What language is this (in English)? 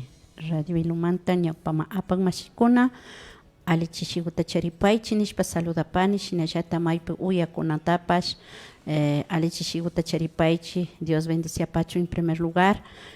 Imbabura Highland Quichua